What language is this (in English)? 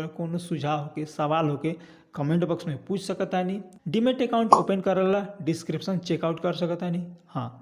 Bhojpuri